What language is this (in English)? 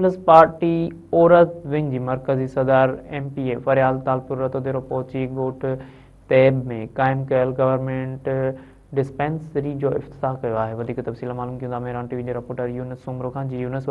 Sindhi